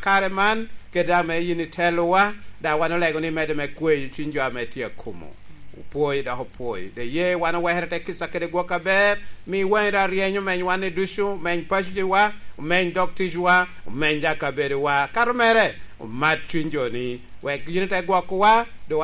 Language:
Lango (Uganda)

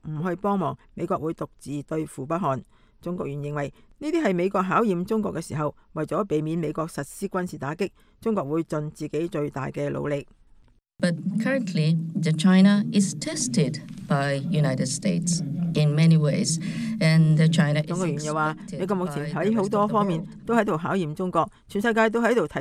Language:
Cantonese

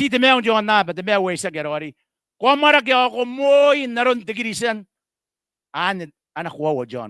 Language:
Gilbertese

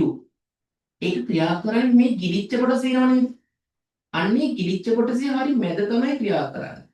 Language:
Sinhala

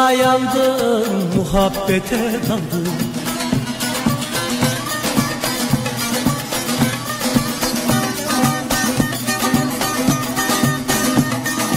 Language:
Turkish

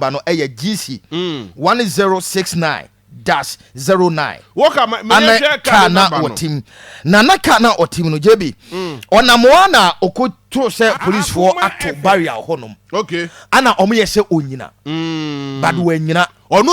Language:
Akan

